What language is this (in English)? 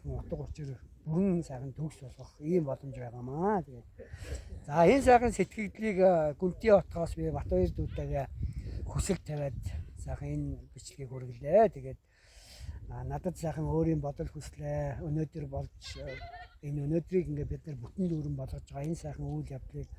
Mongolian